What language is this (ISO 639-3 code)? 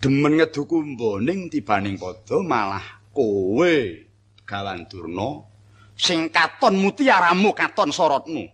jav